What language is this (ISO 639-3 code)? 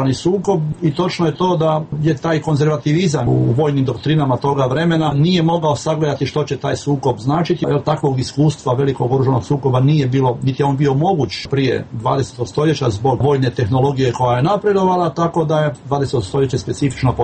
hrv